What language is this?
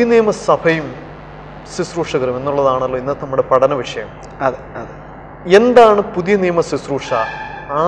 Malayalam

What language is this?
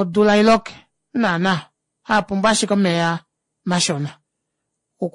Kuanyama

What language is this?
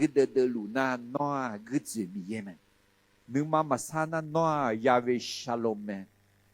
Akha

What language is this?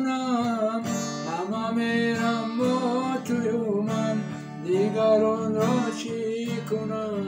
Tajik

